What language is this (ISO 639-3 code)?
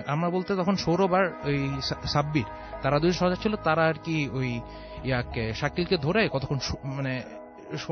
ben